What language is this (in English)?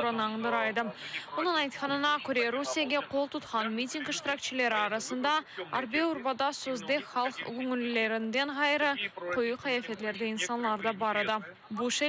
Crimean Tatar